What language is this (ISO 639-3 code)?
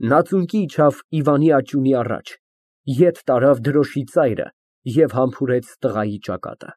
hye